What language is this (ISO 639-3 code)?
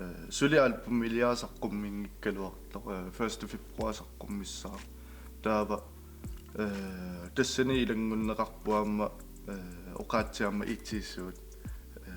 kal